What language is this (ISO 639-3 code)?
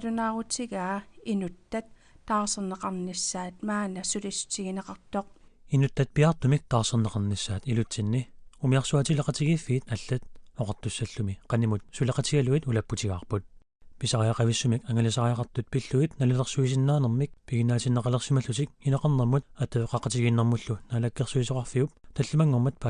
kal